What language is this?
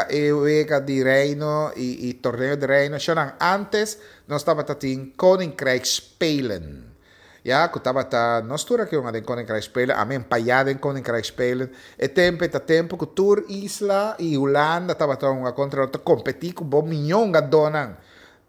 Papiamento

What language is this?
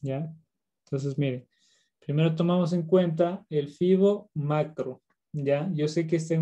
Spanish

